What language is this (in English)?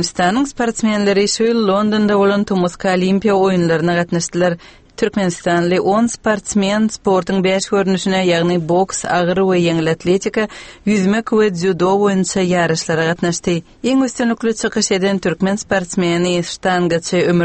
Turkmen